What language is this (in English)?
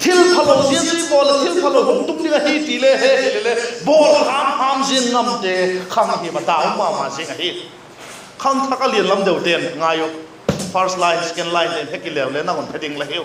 Vaiphei